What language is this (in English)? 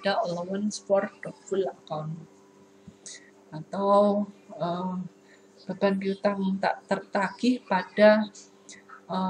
Indonesian